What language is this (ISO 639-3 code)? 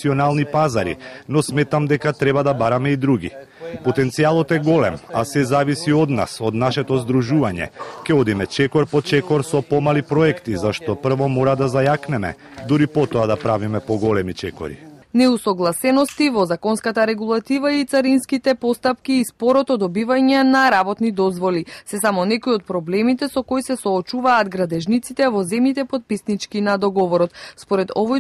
mkd